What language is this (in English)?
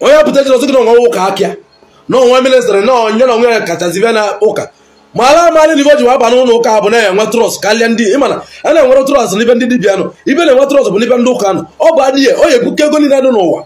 Igbo